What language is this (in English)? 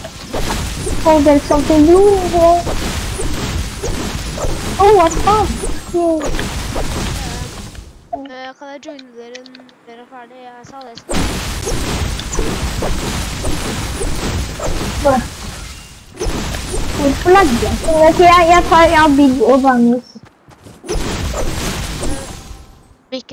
Norwegian